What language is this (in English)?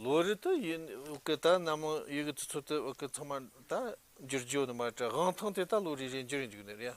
Tibetan